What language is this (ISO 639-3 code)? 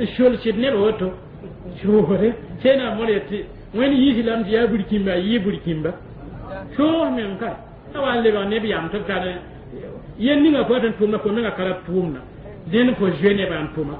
mos